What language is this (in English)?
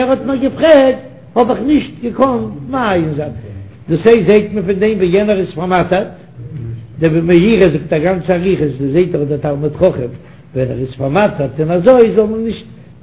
Yiddish